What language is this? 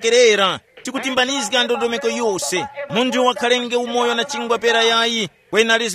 Tumbuka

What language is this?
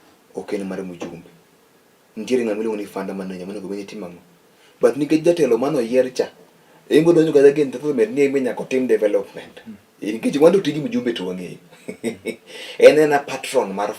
Luo (Kenya and Tanzania)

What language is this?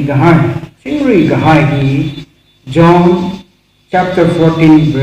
Tangkhul Naga (India)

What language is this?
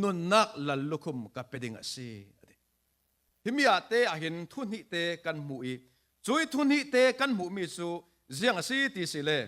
Falam Chin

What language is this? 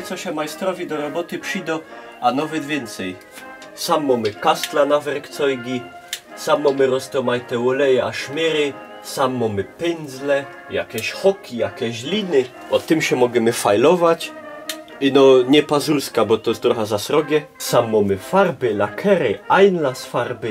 Silesian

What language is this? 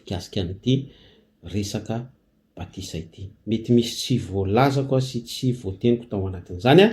Malagasy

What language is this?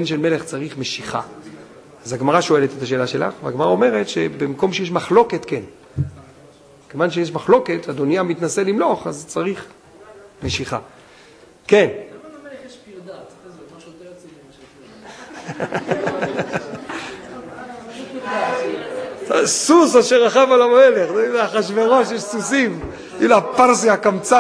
Hebrew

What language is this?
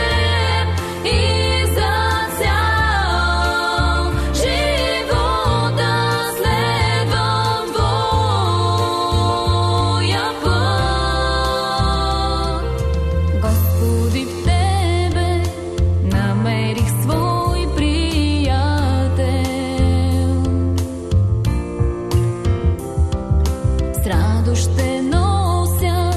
Bulgarian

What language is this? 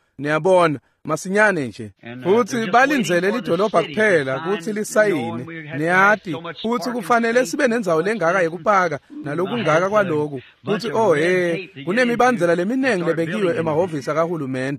Swati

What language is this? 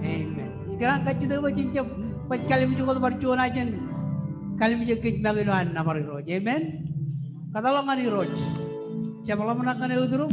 Marshallese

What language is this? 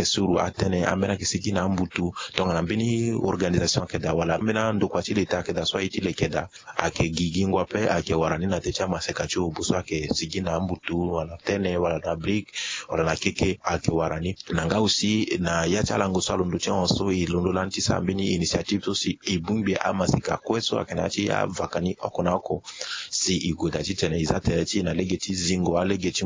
Sango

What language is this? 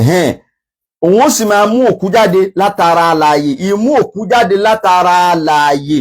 Yoruba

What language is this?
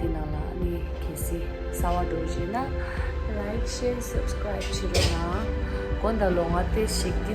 Tibetan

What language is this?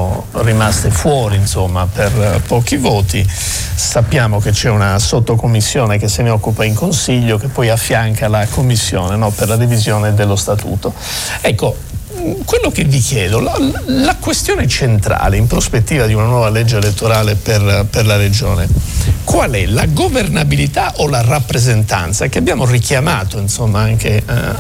Italian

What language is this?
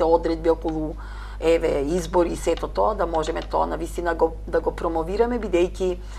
Macedonian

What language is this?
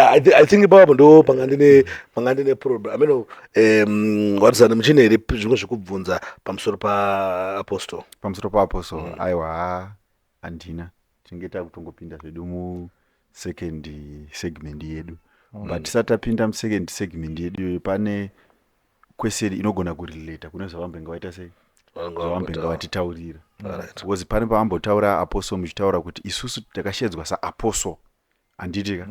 Shona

